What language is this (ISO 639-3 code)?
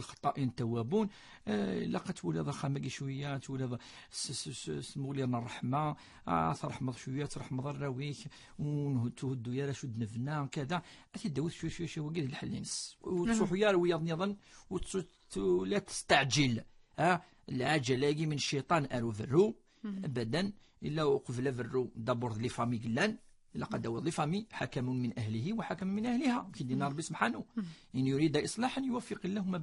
kab